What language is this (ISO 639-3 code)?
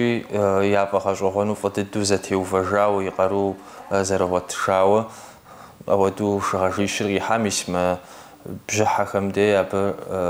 kbd